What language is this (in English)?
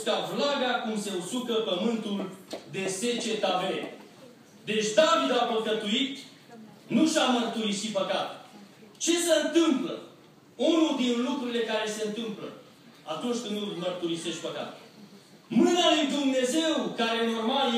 Romanian